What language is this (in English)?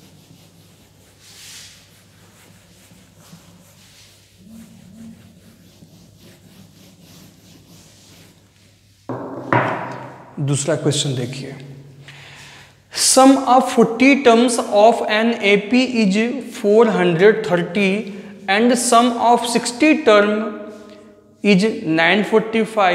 Hindi